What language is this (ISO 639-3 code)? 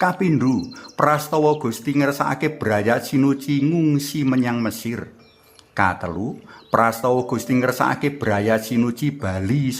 jav